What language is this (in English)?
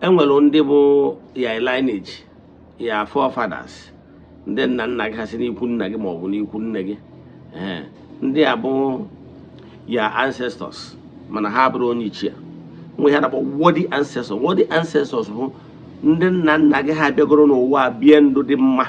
Igbo